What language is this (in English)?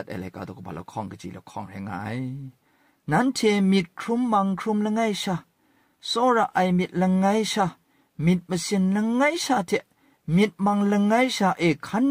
Kachin